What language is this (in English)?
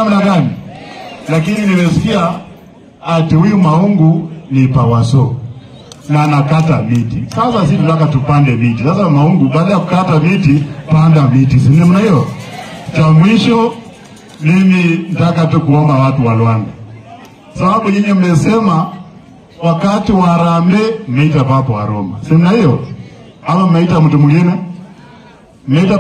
Swahili